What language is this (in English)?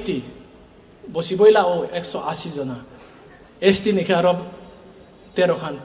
Riang (India)